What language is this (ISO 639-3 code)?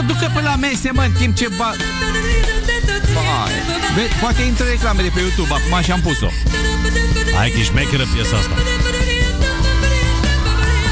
ron